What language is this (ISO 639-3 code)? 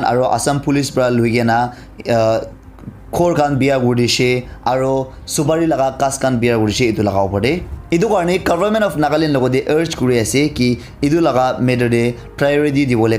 nag